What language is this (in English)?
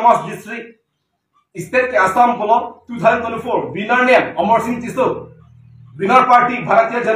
Karbi